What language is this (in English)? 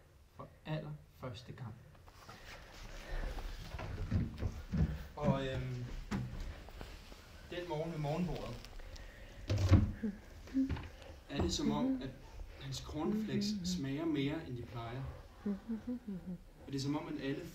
Danish